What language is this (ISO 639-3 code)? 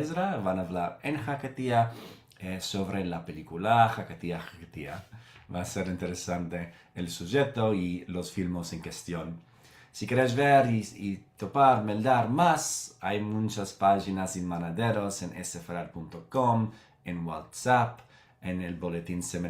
lad